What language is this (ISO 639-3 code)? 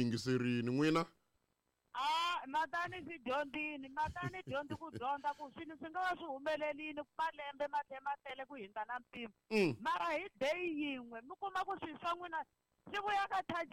tso